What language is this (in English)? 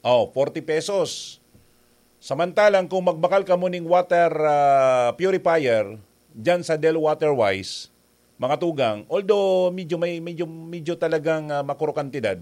Bikol